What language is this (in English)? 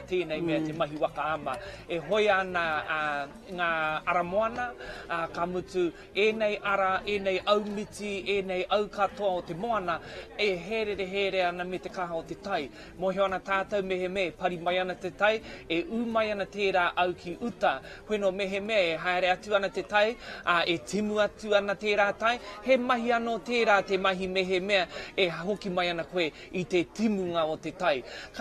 Māori